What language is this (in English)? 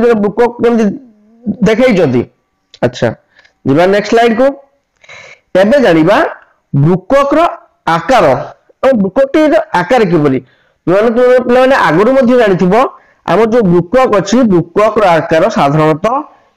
Odia